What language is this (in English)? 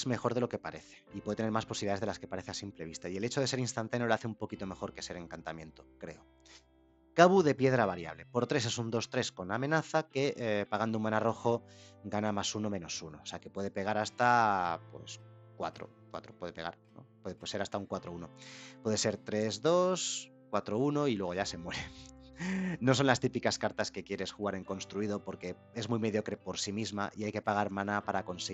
Spanish